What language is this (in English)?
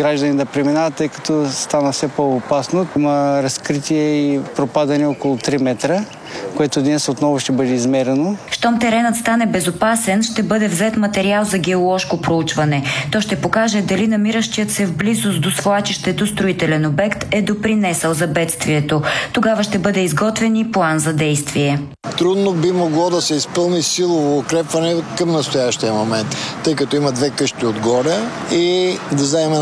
Bulgarian